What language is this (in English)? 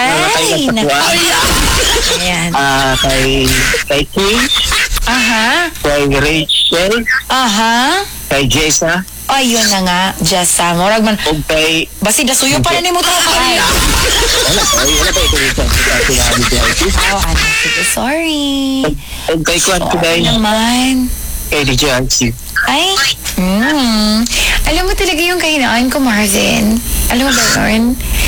Filipino